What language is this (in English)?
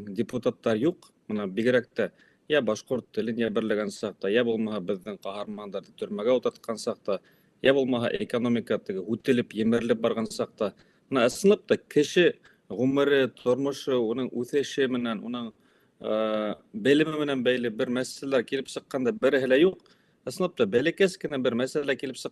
Bashkir